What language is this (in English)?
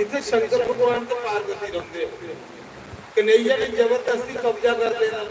Dogri